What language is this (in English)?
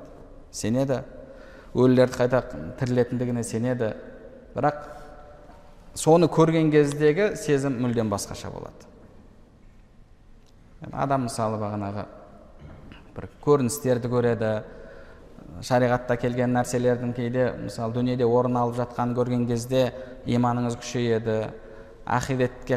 Kazakh